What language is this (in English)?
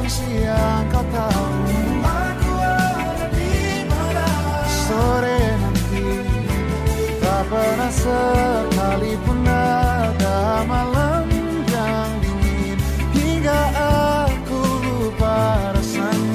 Indonesian